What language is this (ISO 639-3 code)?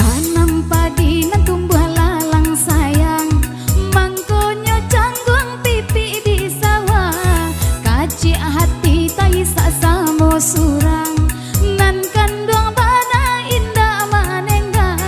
min